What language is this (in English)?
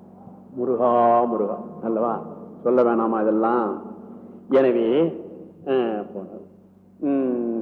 Tamil